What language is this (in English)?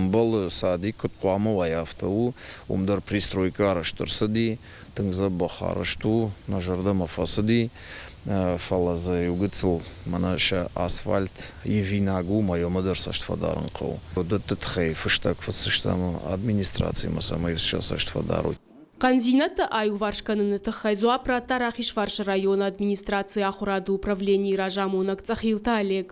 Ossetic